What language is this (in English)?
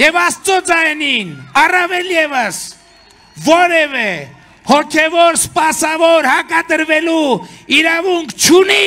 Armenian